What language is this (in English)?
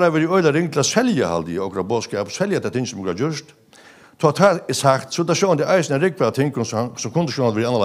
Faroese